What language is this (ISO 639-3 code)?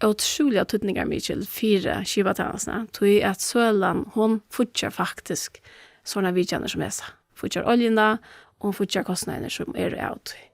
fao